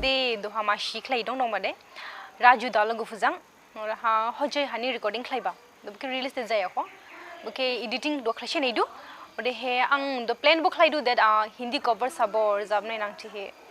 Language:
Dimasa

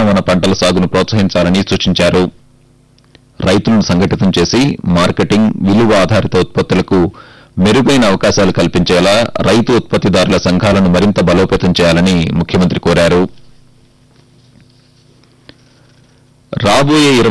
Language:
Telugu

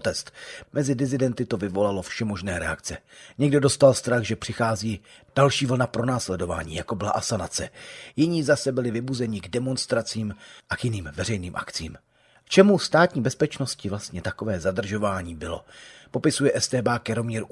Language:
Czech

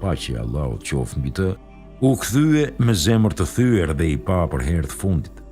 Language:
Albanian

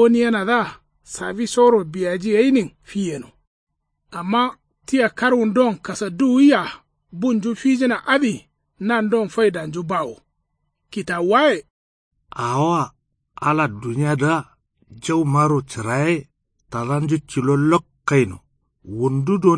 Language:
Kanuri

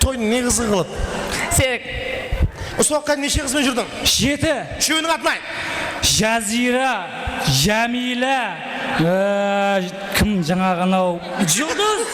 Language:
Kara-Kalpak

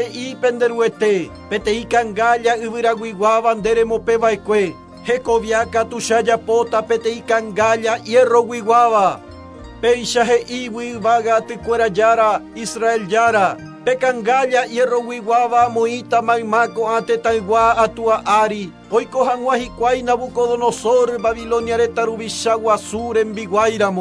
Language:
Guarani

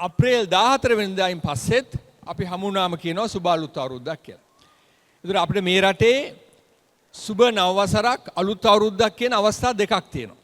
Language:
Sinhala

